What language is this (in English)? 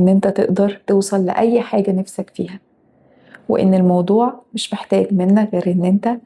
Egyptian Arabic